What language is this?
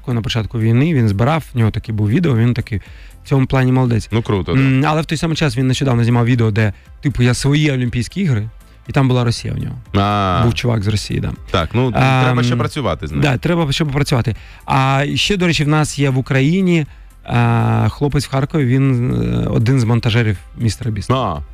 Ukrainian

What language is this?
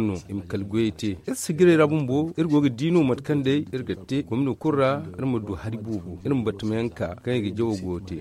Zarma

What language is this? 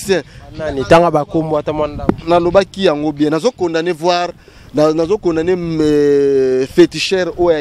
Lingala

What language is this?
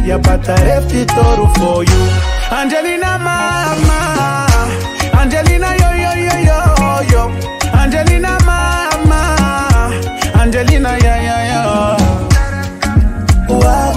Kinyarwanda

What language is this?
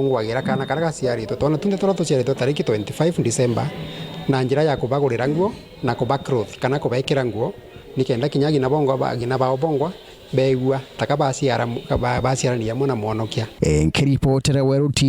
Meru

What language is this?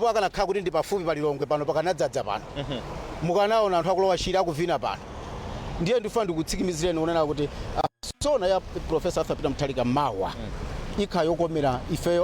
Nyanja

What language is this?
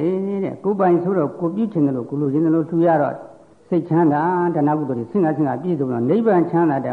Burmese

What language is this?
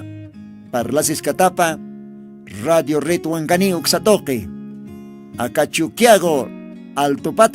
Aymara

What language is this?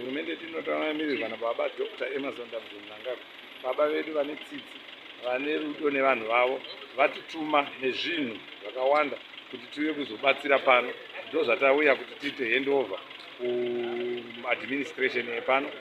Shona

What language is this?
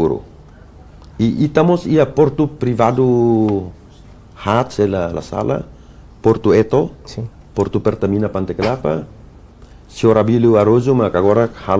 Tetum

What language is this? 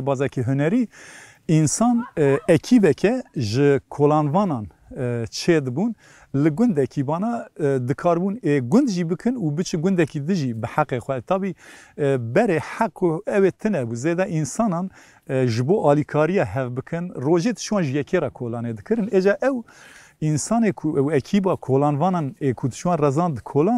Kurdish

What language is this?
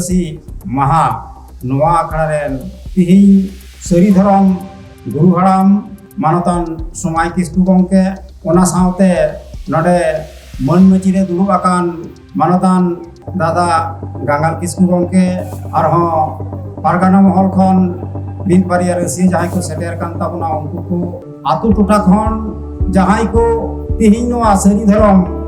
Santali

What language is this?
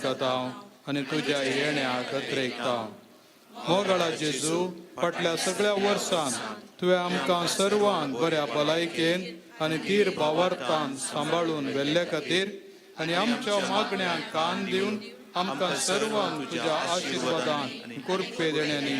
Konkani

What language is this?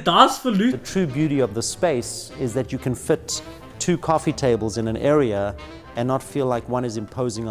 Swiss German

